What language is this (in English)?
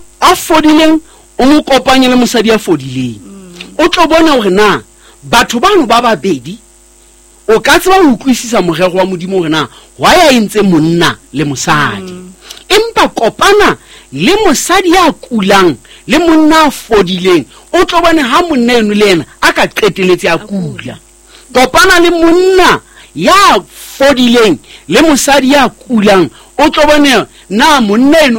Southern Sotho